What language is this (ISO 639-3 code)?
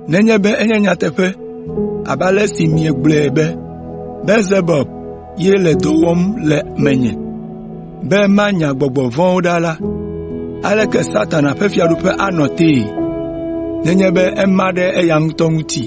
ewe